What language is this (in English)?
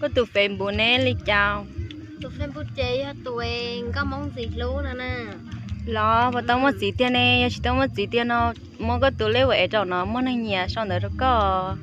Hmong